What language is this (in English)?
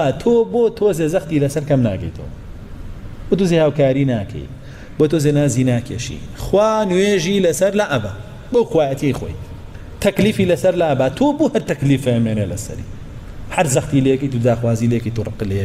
Central Kurdish